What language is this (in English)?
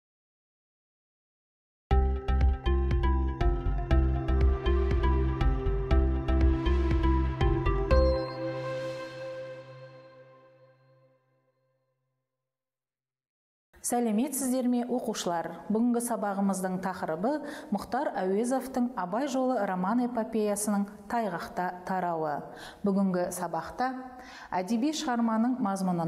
Kazakh